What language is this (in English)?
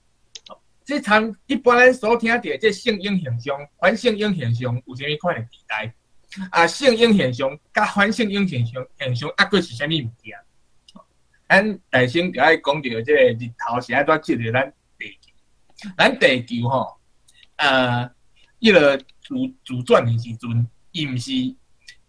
Min Nan Chinese